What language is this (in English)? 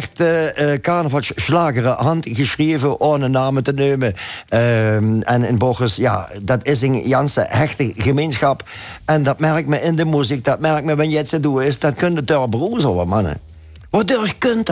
Limburgish